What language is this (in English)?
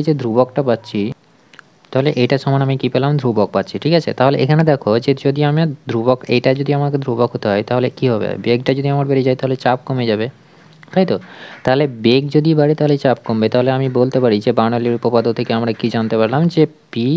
Bangla